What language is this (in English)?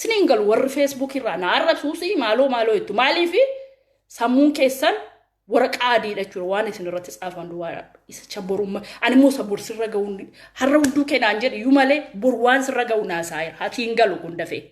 Oromo